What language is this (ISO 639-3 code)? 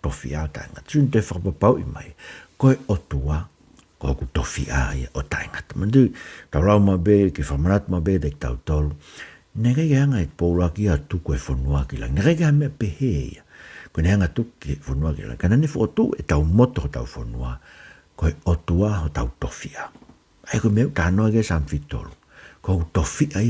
ton